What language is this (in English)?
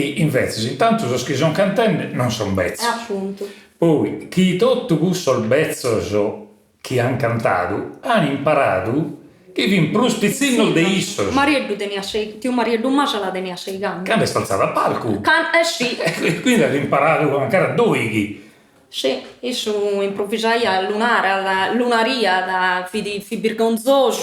Sardinian